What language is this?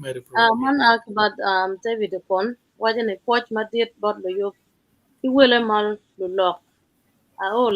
Acoli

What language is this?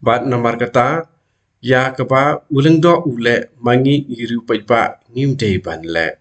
Khasi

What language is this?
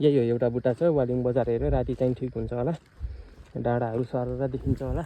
Nepali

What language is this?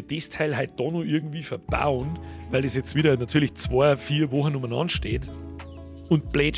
Bavarian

